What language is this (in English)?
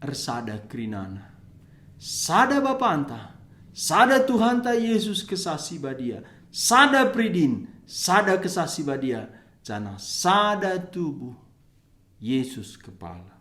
Batak Karo